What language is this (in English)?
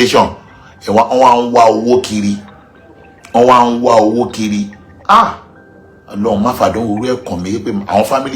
Yoruba